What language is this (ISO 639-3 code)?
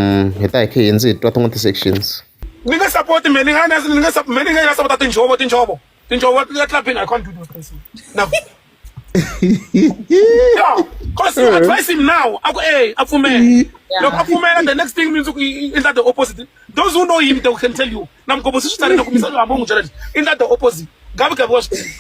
tso